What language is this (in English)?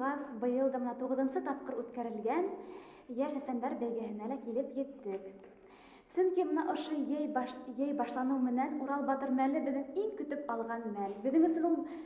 Bashkir